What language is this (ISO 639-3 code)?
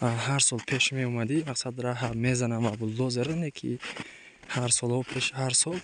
tgk